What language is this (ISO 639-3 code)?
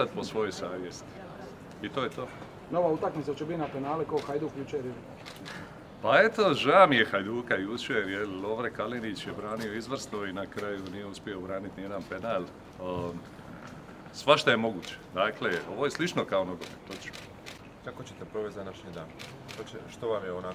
hrv